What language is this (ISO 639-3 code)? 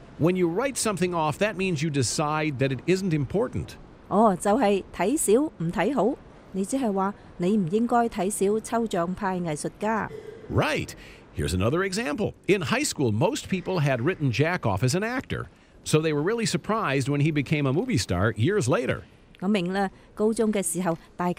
yue